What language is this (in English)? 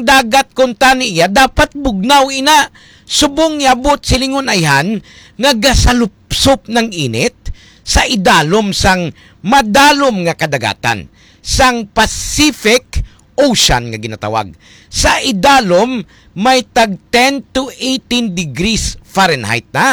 Hiligaynon